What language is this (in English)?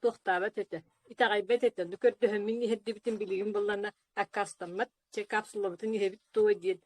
Yakut